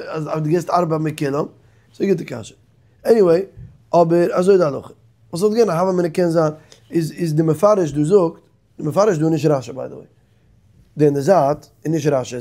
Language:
Yiddish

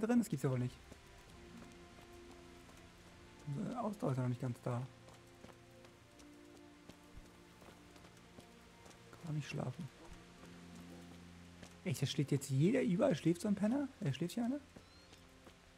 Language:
German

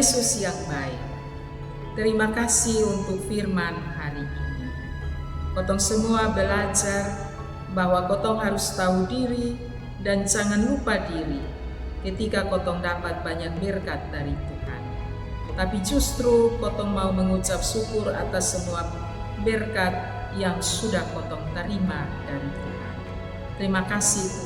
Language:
Kupang Malay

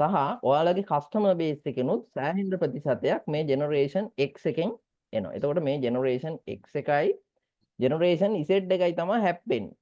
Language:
Sinhala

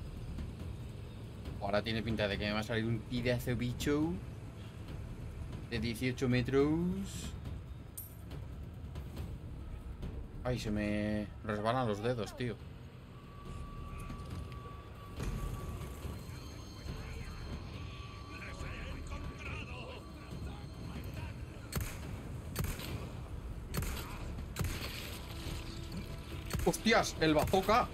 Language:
Spanish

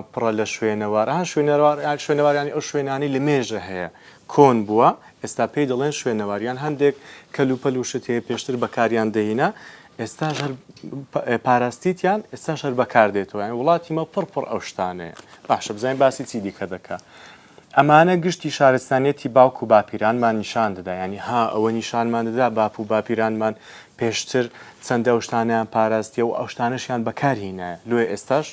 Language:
Central Kurdish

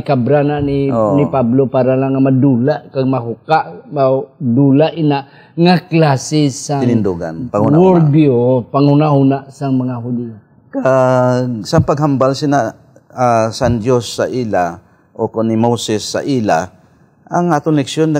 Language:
Hiligaynon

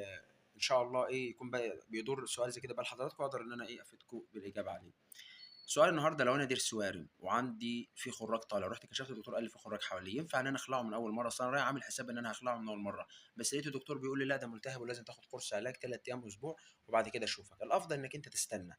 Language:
Egyptian Arabic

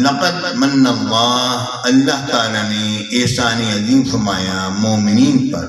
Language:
Saraiki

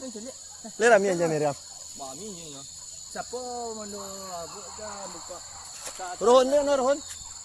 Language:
Minangkabau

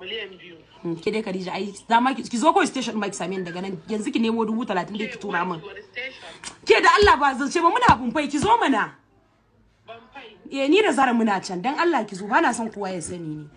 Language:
Hausa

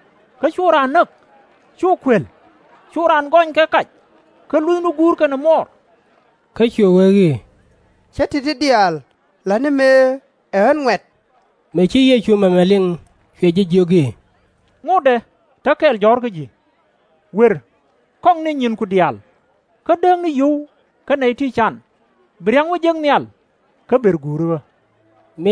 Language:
Nuer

